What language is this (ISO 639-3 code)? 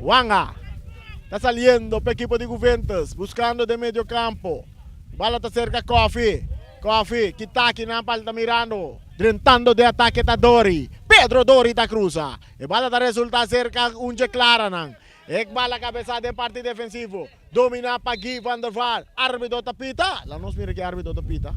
pap